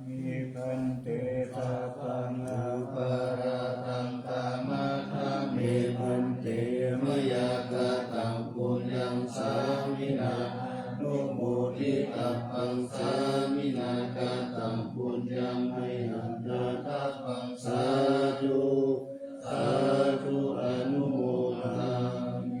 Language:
Pali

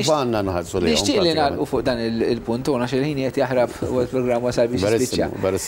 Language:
Maltese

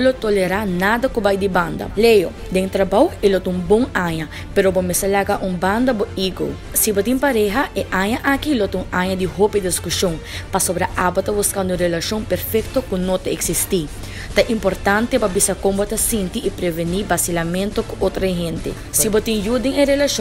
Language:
Papiamento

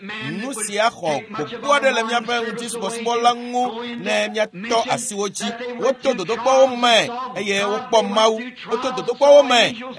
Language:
Ewe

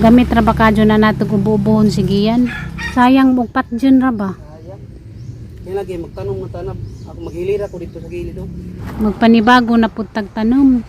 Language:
Cebuano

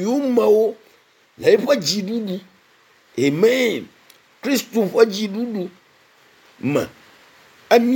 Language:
Ewe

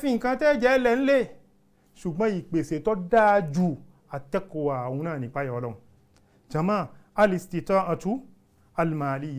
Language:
Yoruba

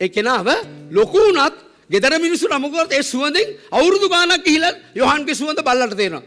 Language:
Sinhala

